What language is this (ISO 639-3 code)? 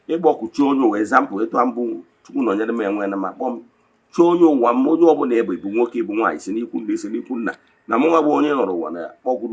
ibo